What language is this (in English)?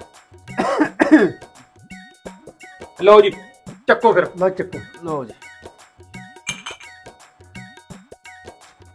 Punjabi